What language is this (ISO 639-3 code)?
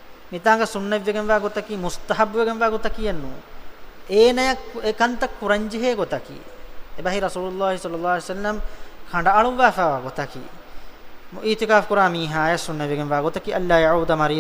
div